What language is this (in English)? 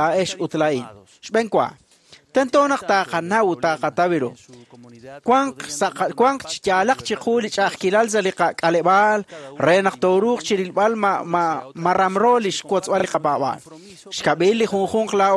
Kekchí